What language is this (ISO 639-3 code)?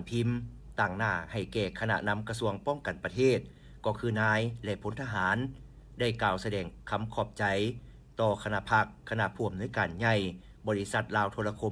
lao